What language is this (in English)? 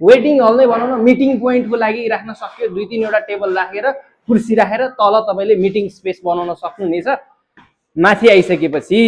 Nepali